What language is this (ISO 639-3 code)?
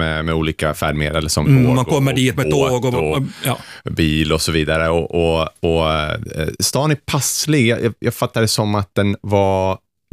swe